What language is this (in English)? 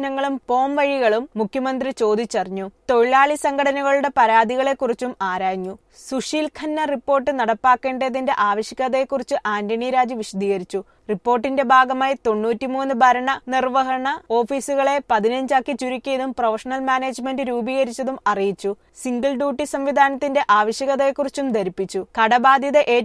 Malayalam